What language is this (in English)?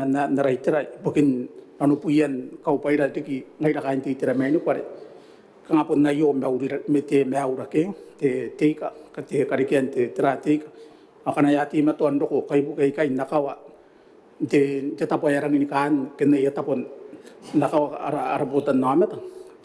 Gilbertese